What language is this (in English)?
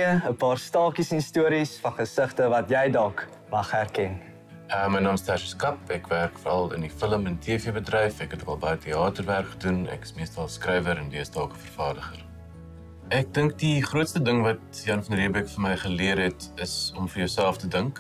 Afrikaans